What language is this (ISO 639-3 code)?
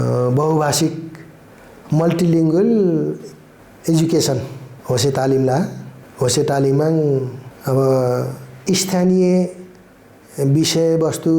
nep